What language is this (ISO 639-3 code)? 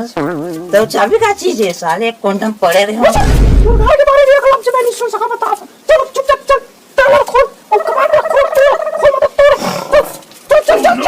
hne